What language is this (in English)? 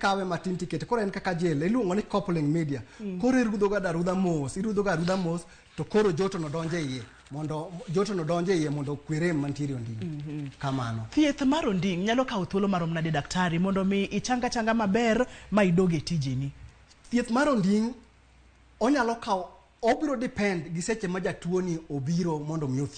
Luo (Kenya and Tanzania)